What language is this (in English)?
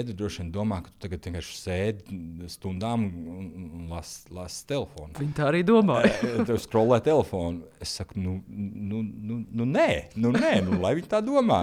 Latvian